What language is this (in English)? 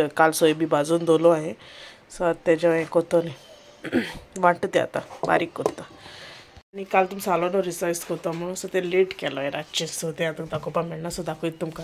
Konkani